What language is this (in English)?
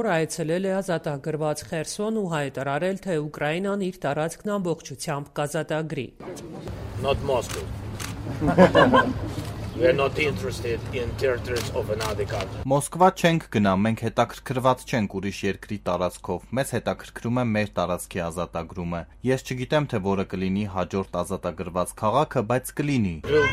Armenian